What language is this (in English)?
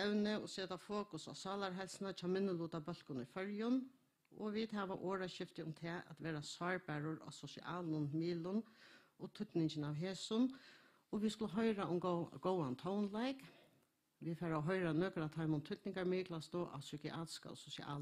Faroese